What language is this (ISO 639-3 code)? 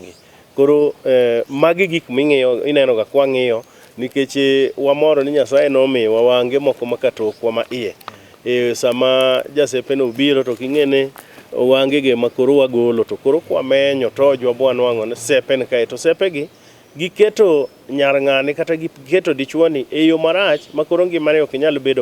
luo